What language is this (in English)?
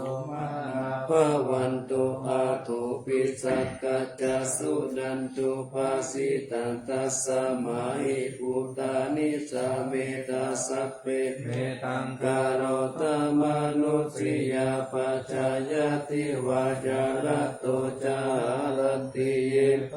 Pali